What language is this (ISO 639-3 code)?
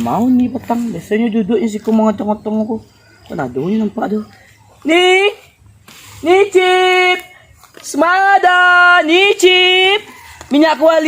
min